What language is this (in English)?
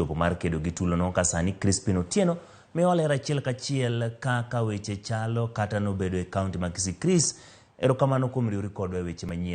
Luo (Kenya and Tanzania)